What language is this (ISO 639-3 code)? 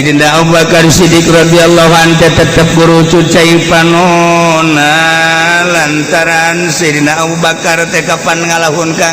sun